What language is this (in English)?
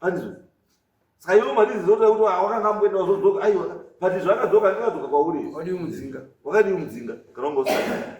Shona